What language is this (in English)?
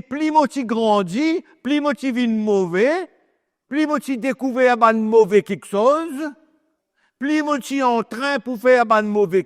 Morisyen